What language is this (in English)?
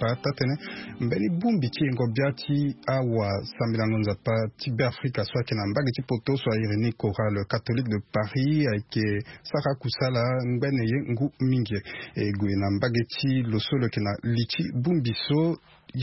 Sango